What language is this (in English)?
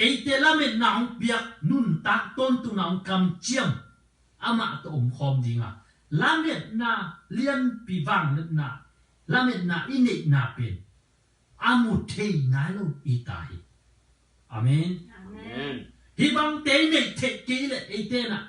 Tedim Chin